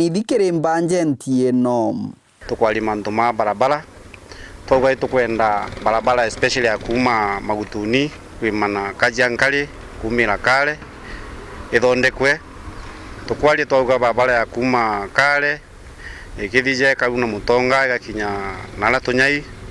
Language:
Meru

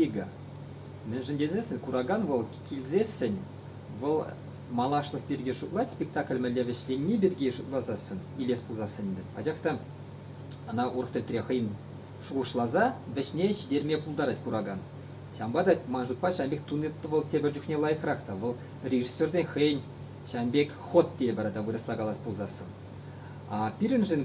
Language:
Chuvash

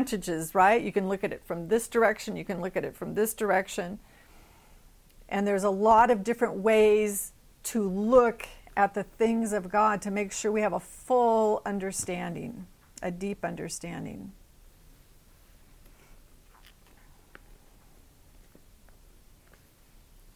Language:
English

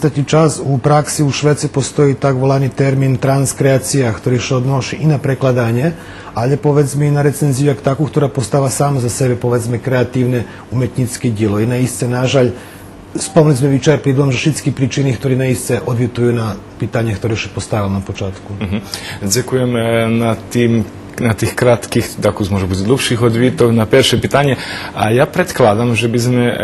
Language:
Rusyn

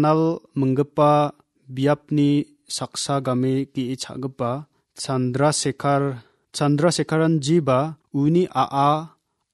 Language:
Garo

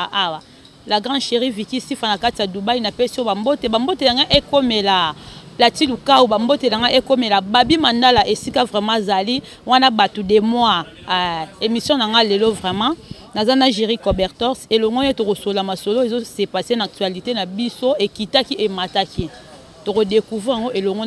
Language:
Lingala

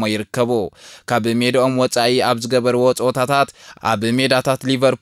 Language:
Tigrinya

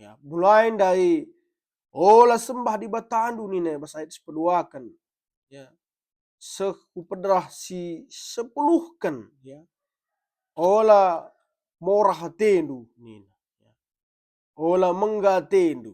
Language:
Batak Karo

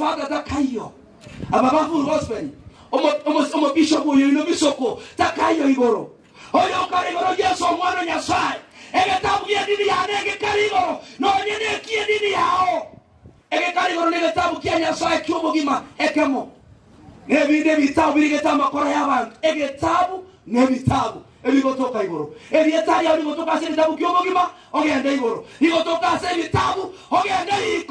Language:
Gusii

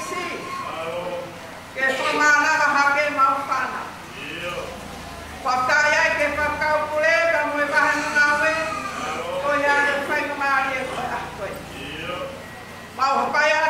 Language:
Tongan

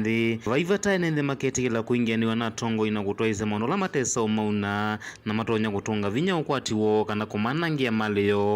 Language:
Kamba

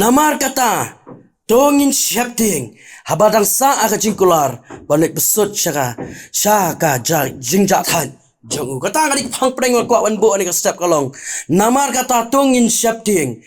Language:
Khasi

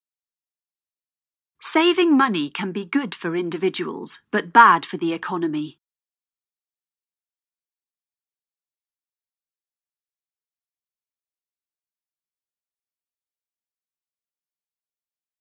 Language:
English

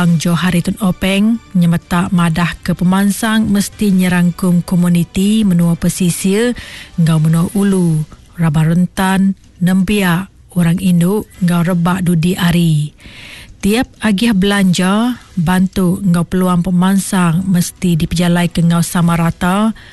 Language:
Iban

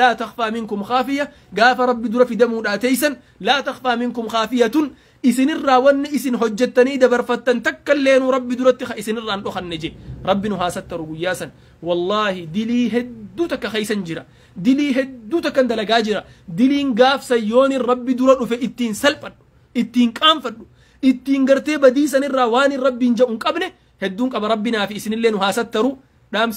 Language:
Oromo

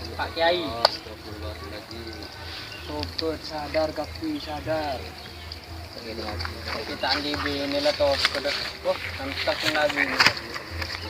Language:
Madurese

